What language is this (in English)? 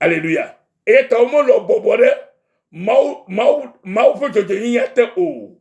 Ewe